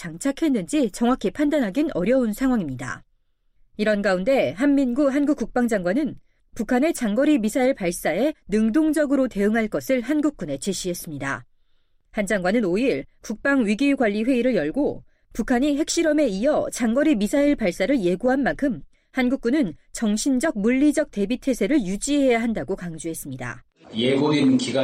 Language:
Korean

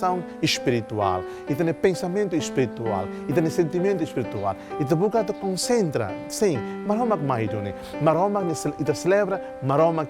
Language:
Tetum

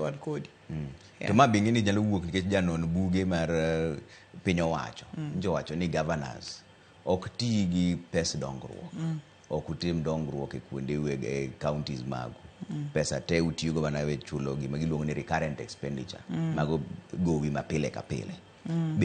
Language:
Luo (Kenya and Tanzania)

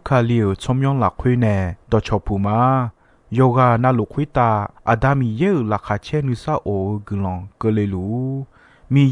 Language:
Akha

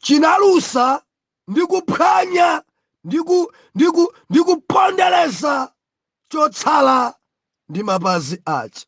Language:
Nyanja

